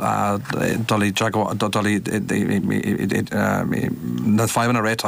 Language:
Irish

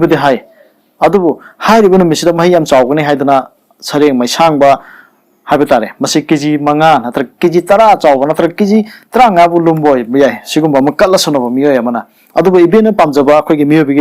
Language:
Manipuri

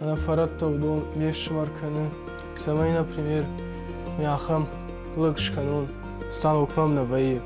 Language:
Ossetic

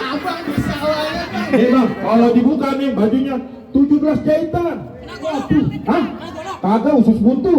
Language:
Betawi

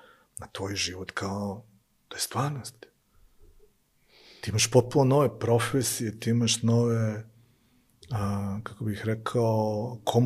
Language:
Serbian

